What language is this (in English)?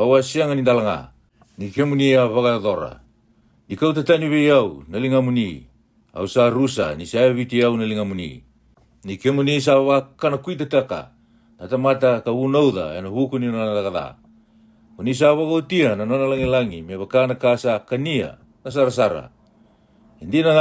Fijian